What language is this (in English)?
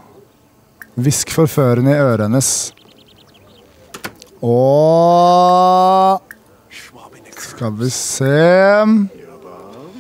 Norwegian